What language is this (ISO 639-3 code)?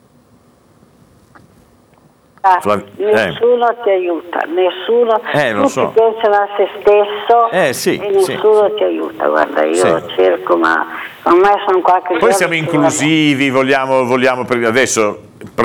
ita